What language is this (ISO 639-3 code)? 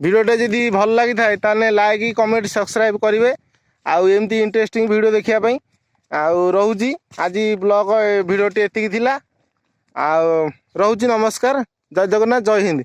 ori